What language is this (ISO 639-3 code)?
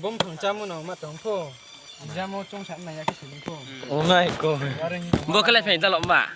ria